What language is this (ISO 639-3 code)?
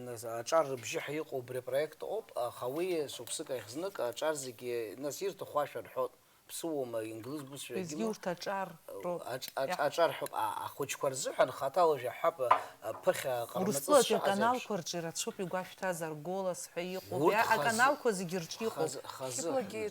abk